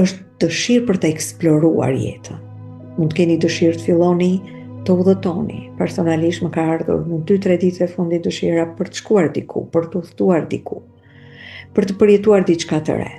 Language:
Albanian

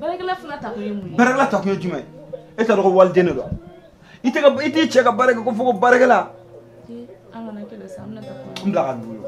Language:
Bambara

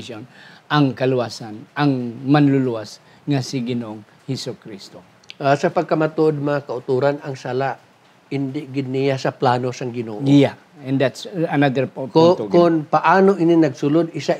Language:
Hiligaynon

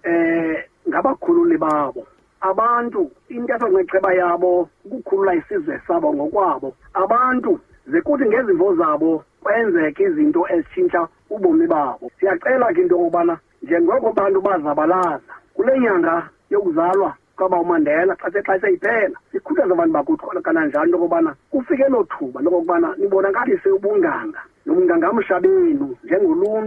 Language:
Xhosa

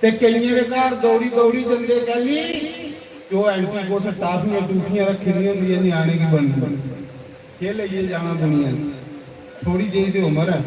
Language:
Dogri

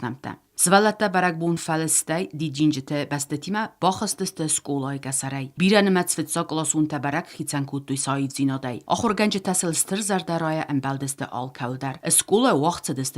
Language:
Ossetic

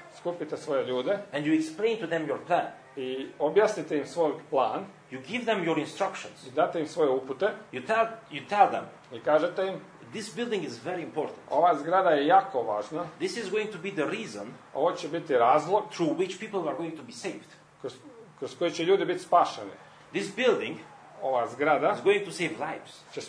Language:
Croatian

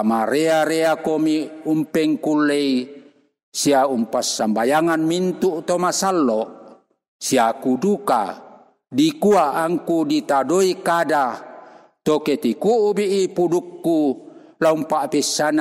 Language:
Toraja-Sa'dan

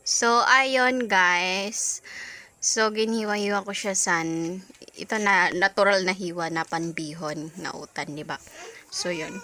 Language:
Waray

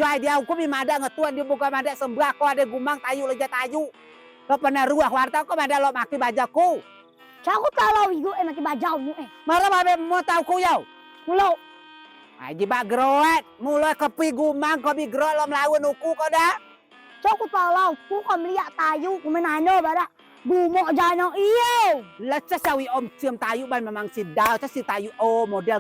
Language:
Rejang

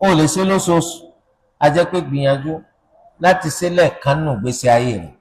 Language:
Yoruba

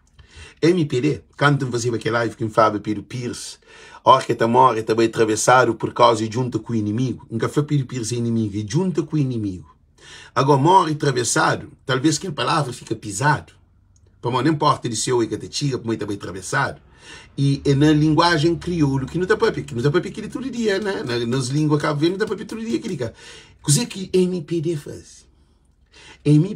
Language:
Kabuverdianu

